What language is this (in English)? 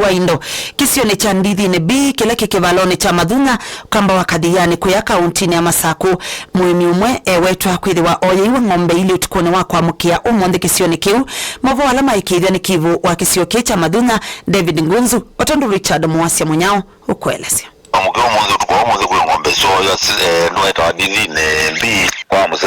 Kamba